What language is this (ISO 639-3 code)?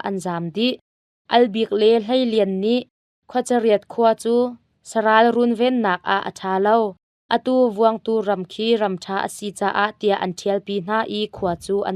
cnh